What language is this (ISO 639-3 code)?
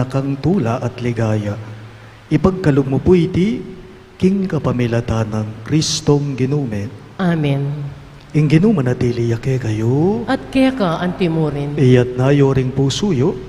pam